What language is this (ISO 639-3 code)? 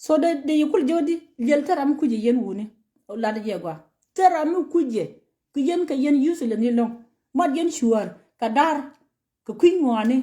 nus